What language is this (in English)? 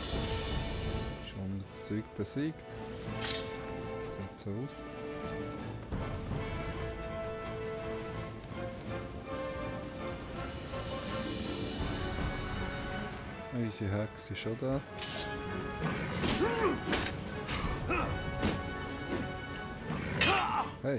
German